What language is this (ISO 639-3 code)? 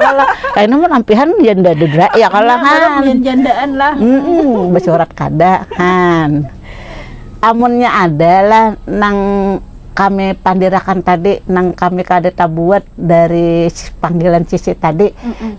bjn